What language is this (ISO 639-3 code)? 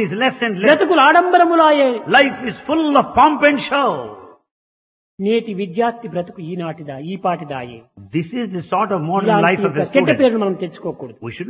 tel